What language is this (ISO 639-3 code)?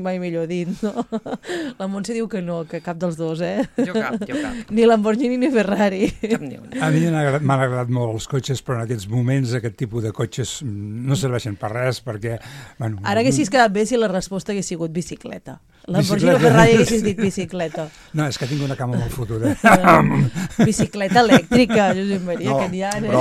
cat